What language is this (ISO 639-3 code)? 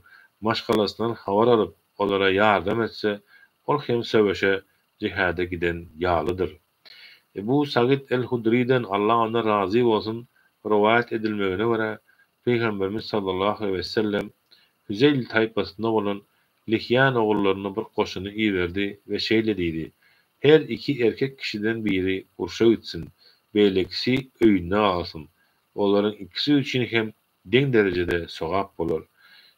tuk